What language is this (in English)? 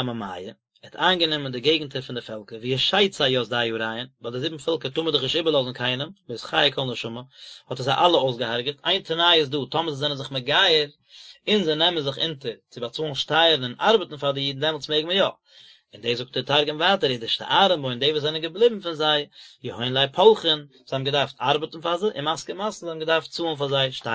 Yiddish